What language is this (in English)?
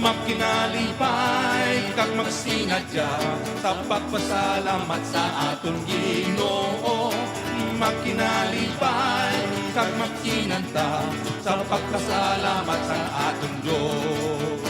Hiligaynon